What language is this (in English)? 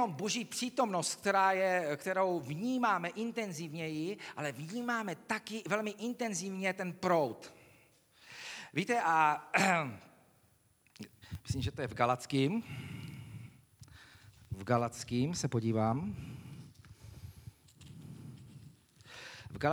Czech